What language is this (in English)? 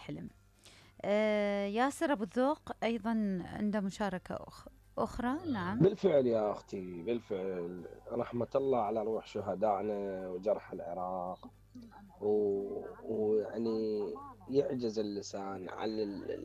Mesopotamian Arabic